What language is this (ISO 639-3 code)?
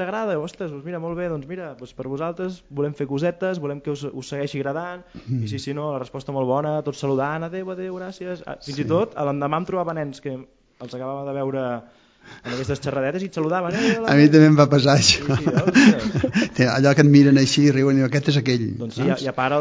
cat